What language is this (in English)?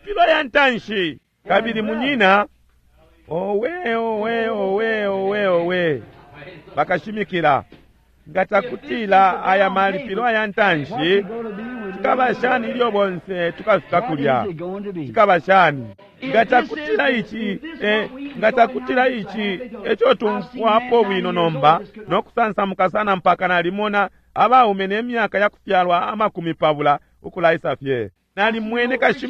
Bemba